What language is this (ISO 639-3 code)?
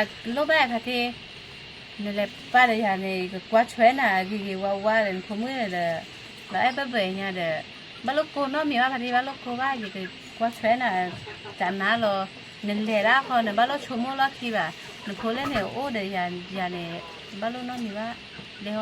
ksw